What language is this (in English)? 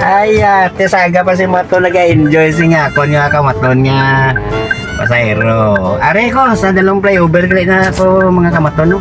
Hiligaynon